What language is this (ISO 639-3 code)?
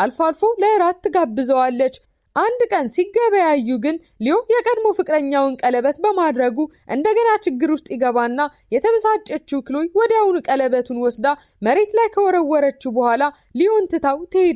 amh